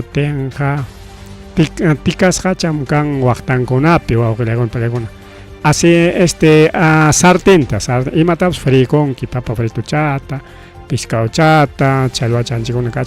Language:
Ayacucho Quechua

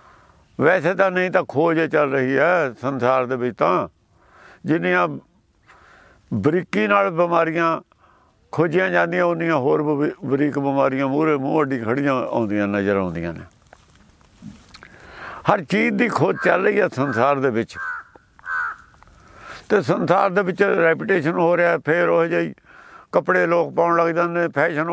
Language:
Punjabi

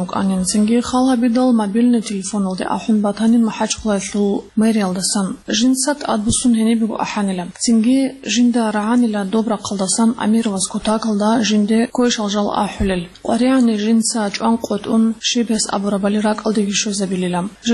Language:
Avaric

